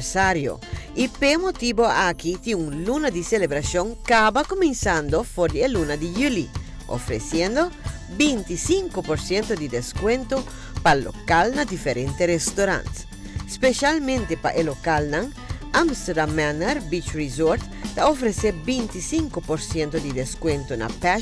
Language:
Papiamento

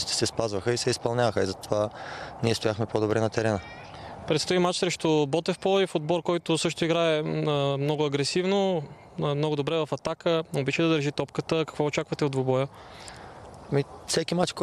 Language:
Bulgarian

